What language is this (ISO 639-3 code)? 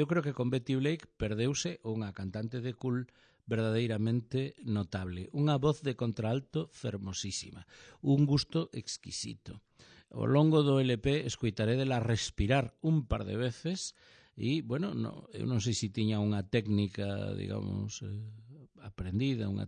glg